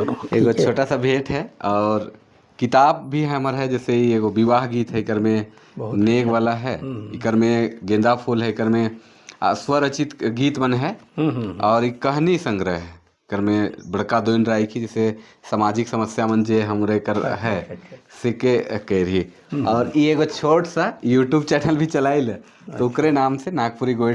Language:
Sadri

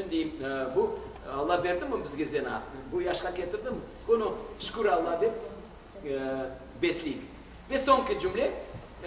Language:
Crimean Tatar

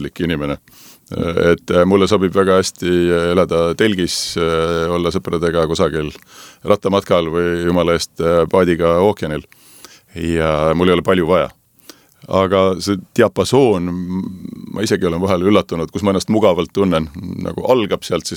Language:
Estonian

